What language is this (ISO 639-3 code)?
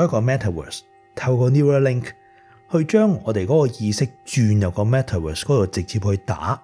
yue